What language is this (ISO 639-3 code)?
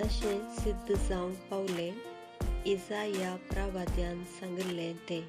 kok